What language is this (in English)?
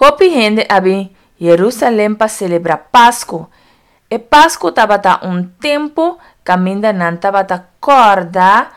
Papiamento